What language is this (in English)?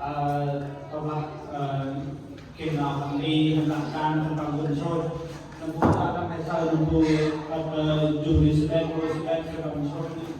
Central Mnong